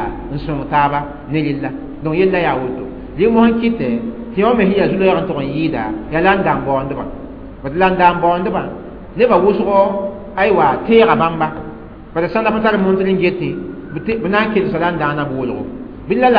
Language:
Mossi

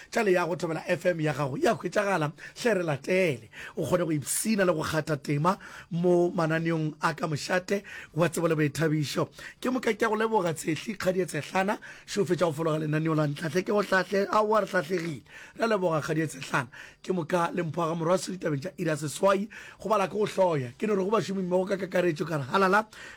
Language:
Northern Sotho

